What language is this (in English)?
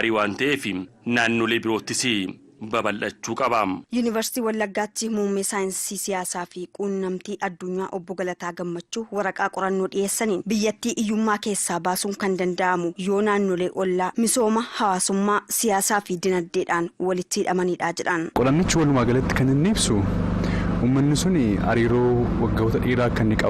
Oromo